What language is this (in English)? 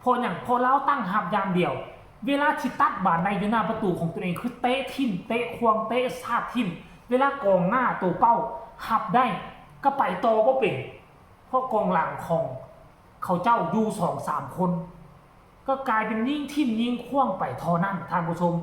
Lao